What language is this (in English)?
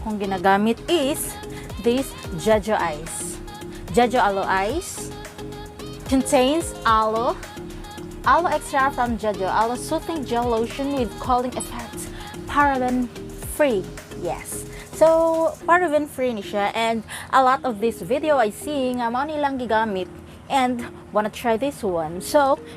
Cebuano